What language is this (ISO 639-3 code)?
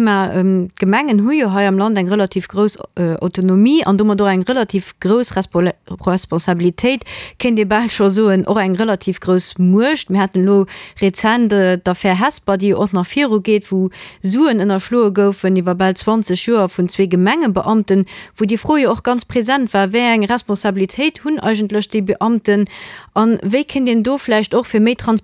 ltz